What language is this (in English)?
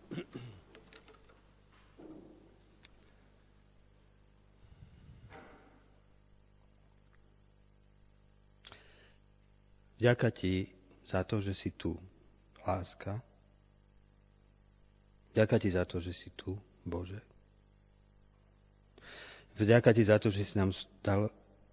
Slovak